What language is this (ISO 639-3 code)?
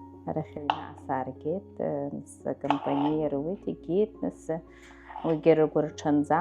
abk